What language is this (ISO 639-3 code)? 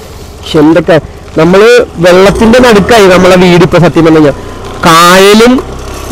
mal